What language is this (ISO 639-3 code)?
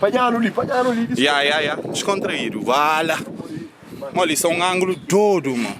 kea